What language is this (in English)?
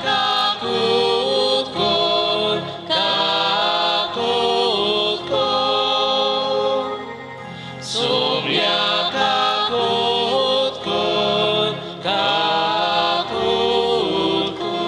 Konkani